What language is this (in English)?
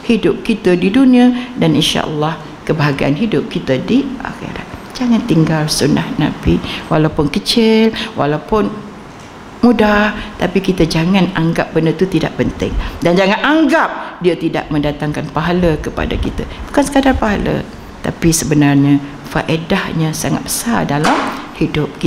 Malay